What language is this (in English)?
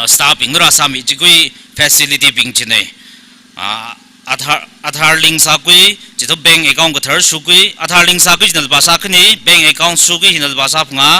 Tangkhul Naga (India)